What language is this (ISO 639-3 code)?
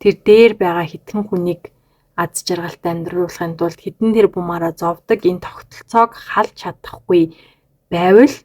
mon